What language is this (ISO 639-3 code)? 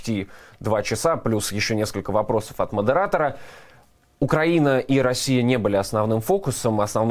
rus